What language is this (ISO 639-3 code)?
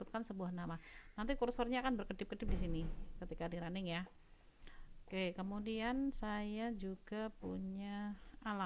ind